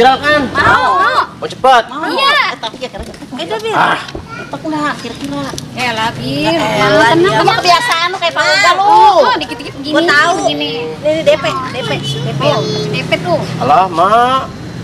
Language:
Betawi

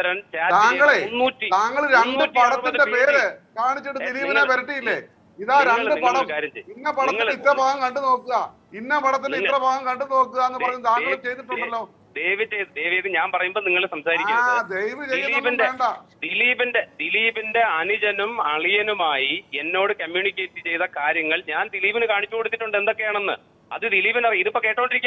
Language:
Malayalam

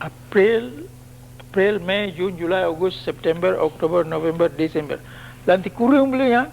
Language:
Achinese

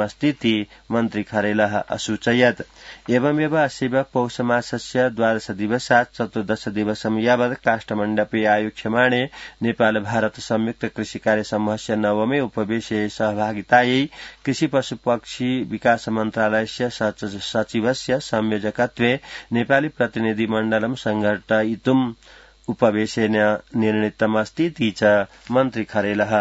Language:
Sanskrit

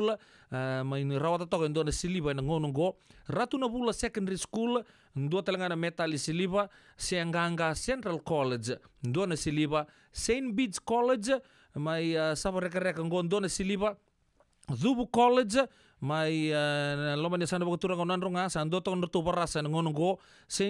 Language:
Fijian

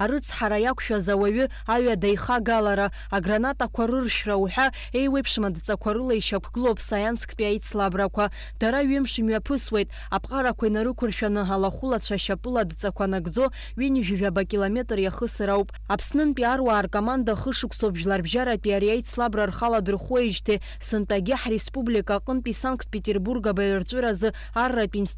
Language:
Abkhazian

